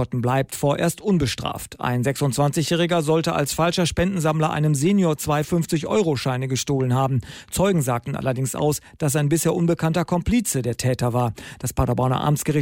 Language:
German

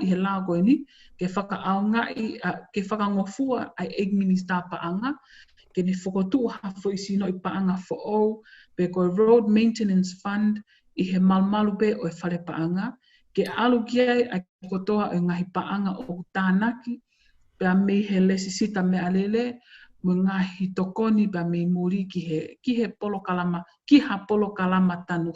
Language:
Tongan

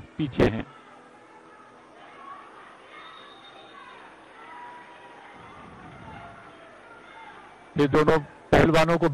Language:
Hindi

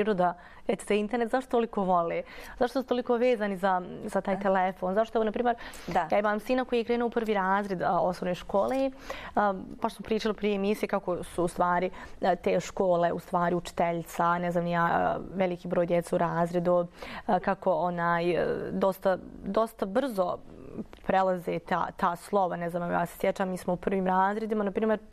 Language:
Bosnian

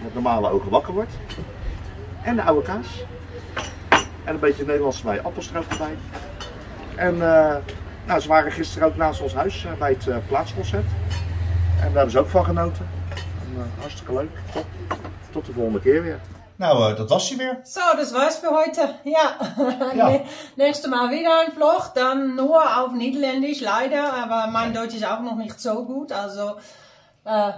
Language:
Dutch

